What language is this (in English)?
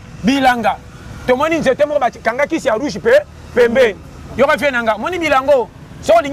Lingala